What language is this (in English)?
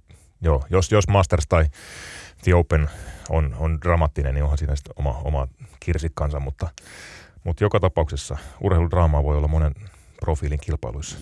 Finnish